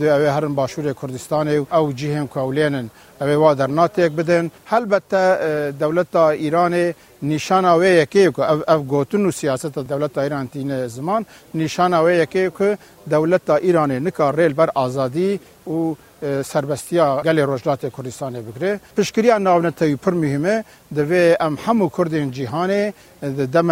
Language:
Kurdish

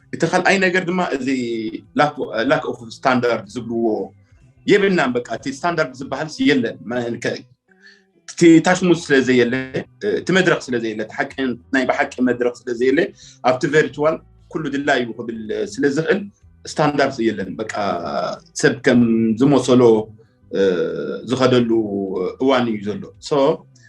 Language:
Tigrinya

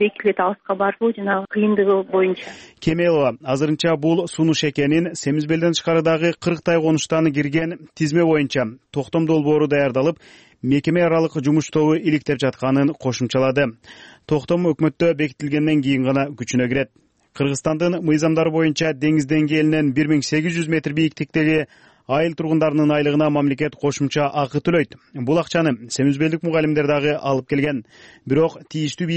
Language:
Kyrgyz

